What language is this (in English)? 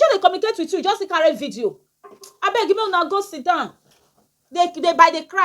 Nigerian Pidgin